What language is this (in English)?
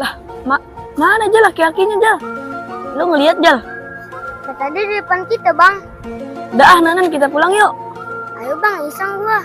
Betawi